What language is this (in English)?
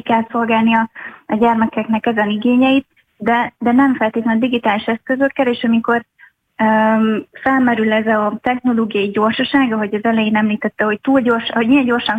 Hungarian